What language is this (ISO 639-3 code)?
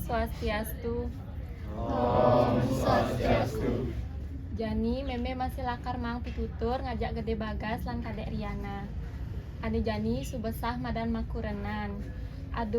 ban